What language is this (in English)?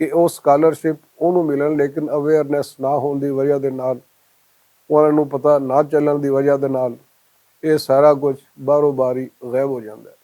Western Panjabi